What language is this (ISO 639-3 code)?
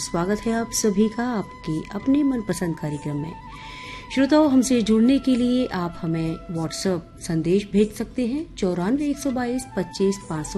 hin